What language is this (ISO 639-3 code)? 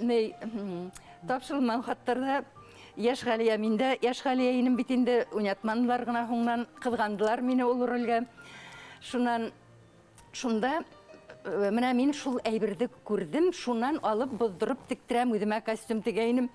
bak